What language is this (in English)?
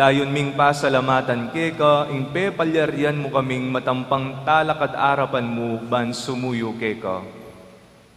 Pampanga